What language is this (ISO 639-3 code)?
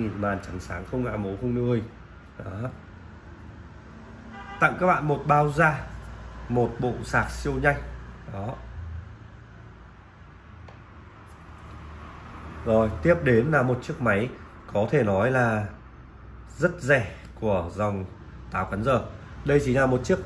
vie